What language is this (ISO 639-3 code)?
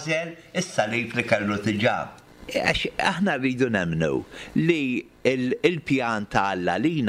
mlt